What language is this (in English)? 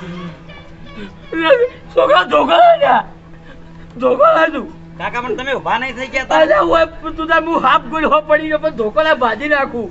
Gujarati